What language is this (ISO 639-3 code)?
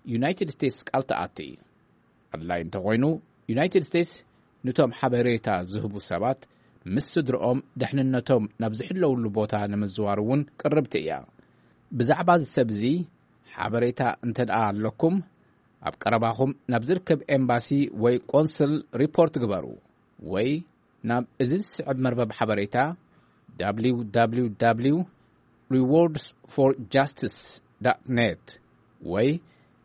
tir